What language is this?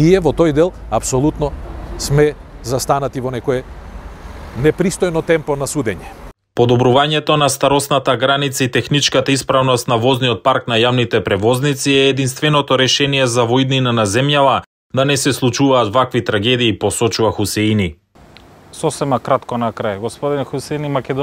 Macedonian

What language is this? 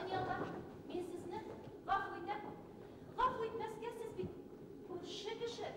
Bashkir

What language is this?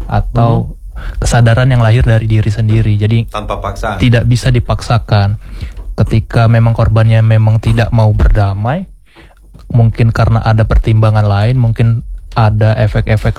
Indonesian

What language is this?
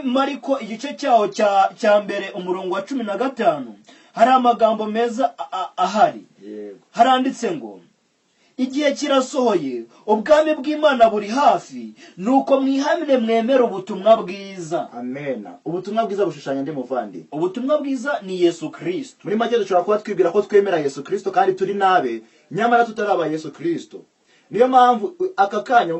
Kinyarwanda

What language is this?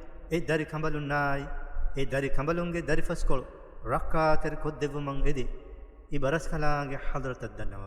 Divehi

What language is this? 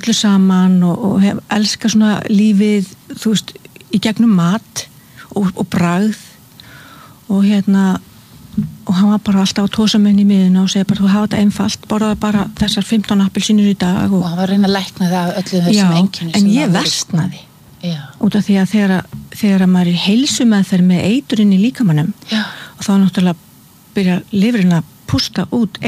Icelandic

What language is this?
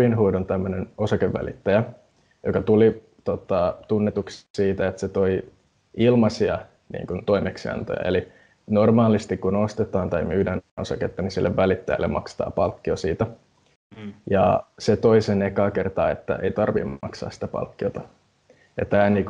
Finnish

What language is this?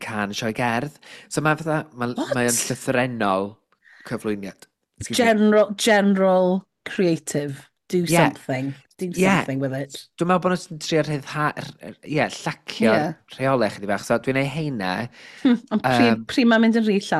Welsh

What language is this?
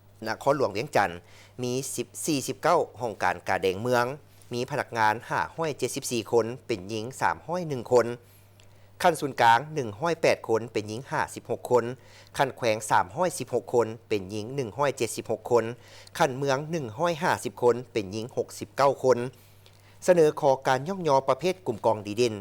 Lao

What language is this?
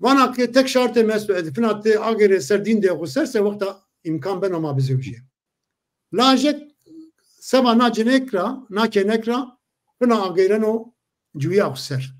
Zaza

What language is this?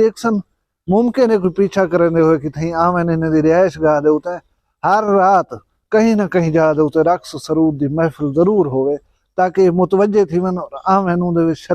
Saraiki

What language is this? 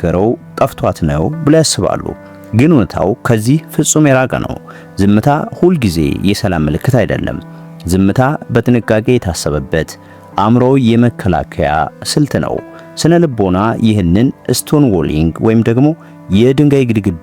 Amharic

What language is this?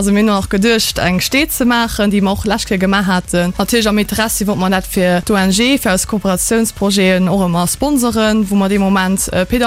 Luxembourgish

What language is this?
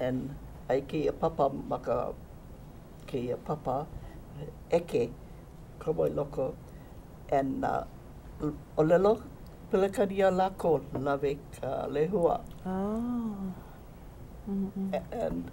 Hawaiian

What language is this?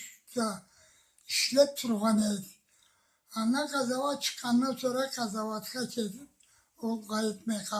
Karachay-Balkar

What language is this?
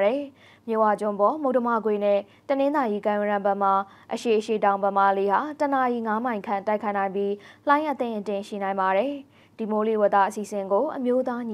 Burmese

